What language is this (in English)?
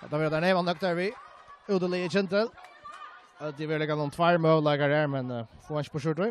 Faroese